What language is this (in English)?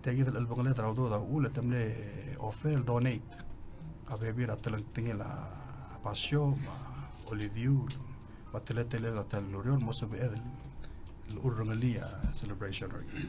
Palauan